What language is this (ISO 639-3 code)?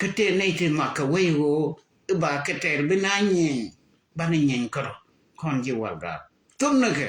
nus